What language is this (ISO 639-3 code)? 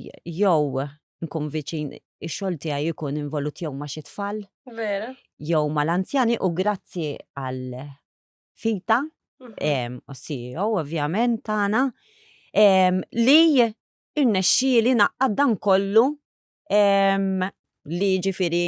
mlt